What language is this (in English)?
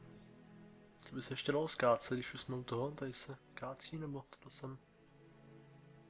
Czech